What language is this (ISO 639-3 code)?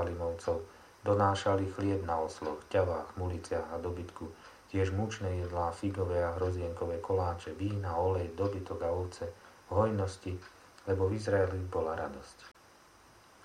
slk